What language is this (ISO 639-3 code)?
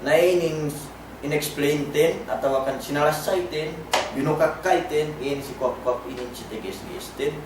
yka